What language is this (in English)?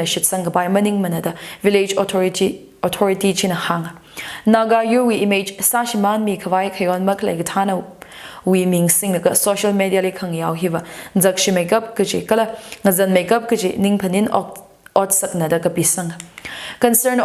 Tangkhul Naga (India)